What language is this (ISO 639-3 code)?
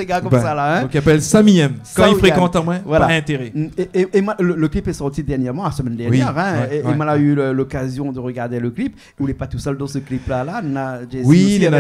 rcf